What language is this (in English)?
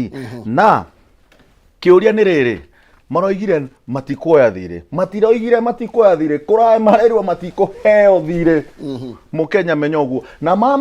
Kikuyu